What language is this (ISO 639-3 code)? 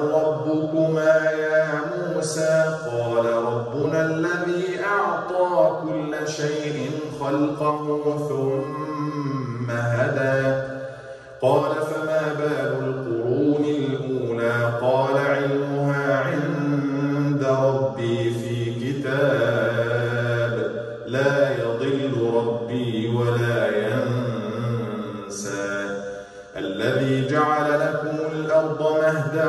ara